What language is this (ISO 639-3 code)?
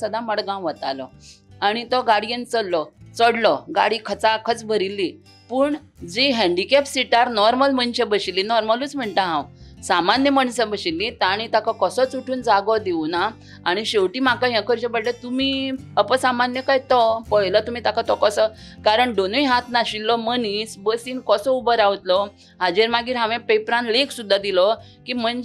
kok